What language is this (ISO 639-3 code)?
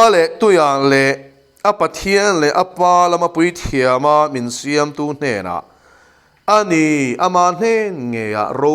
lus